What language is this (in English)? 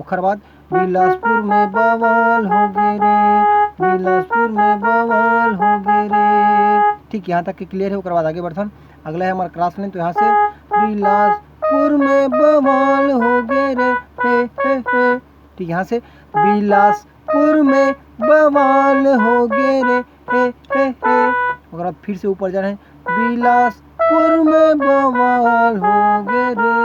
Chhattisgarhi